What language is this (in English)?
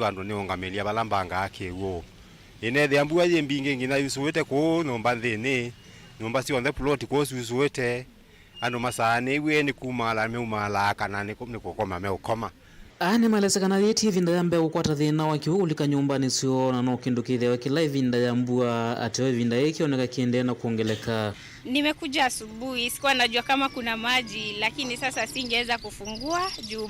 Kamba